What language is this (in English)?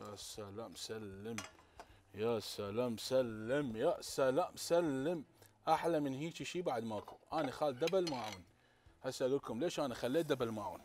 Mesopotamian Arabic